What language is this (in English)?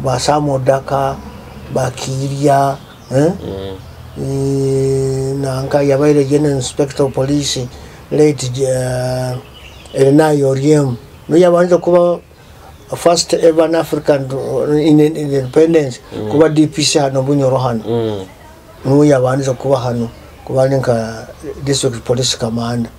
Nyoro